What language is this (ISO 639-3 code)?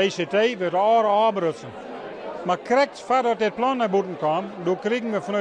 fry